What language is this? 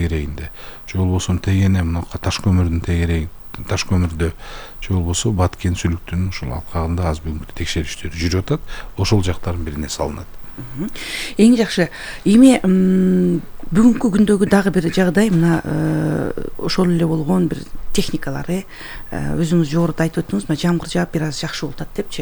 Kyrgyz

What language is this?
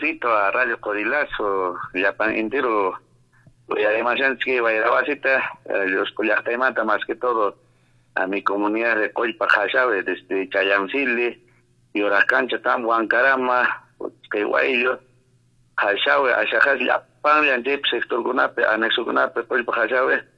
Quechua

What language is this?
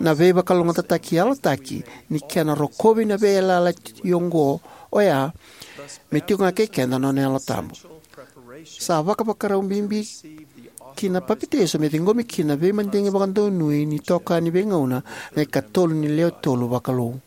Fijian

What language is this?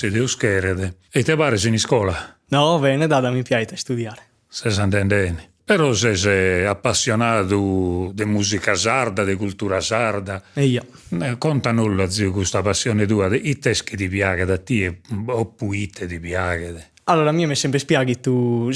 Sardinian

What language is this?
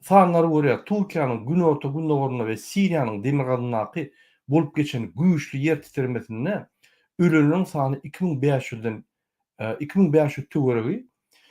Turkmen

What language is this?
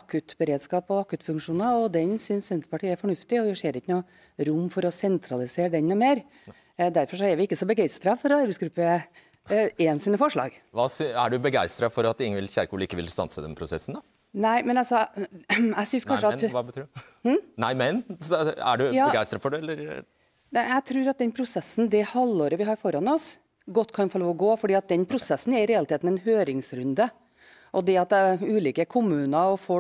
Norwegian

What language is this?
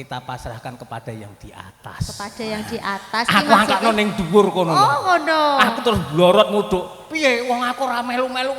Javanese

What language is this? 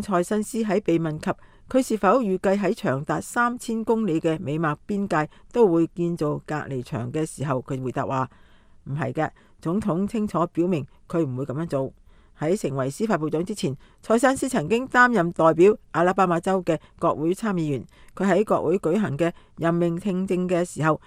Cantonese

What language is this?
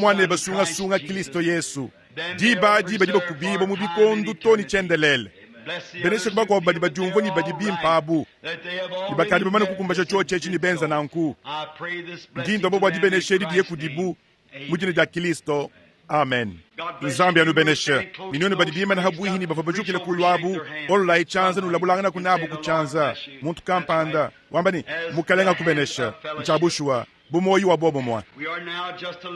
Luba-Lulua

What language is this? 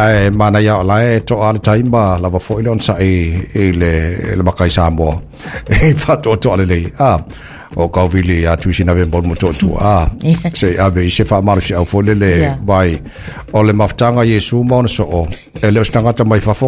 Samoan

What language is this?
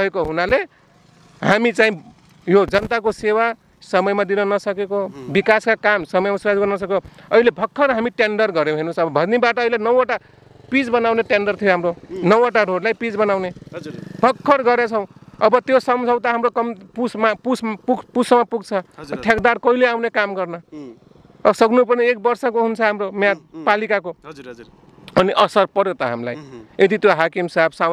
Nepali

